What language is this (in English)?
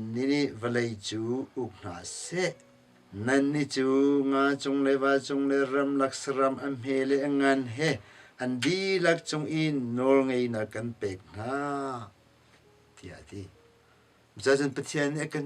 Hakha Chin